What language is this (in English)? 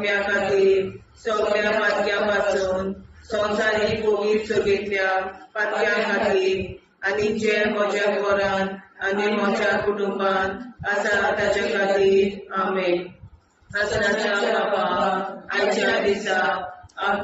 Konkani